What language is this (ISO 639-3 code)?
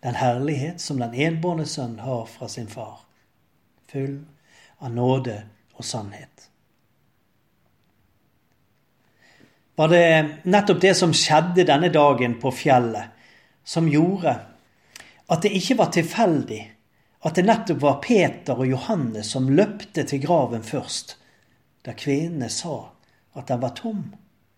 nor